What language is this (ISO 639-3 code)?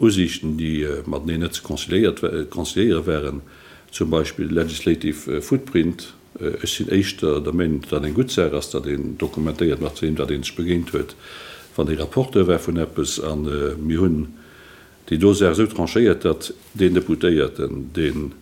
ltz